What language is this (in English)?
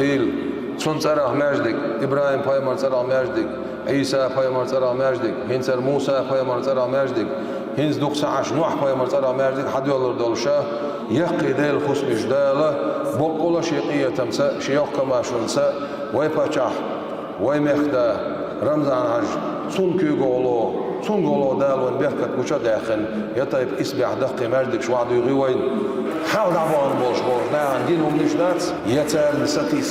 Chechen